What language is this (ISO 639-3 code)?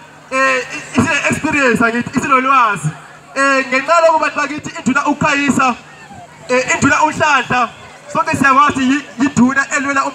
zul